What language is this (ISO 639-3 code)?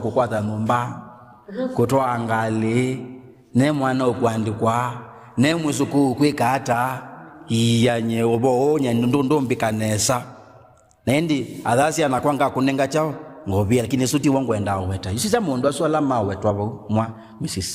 kam